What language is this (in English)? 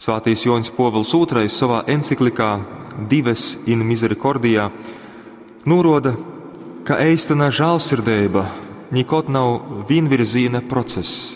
Latgalian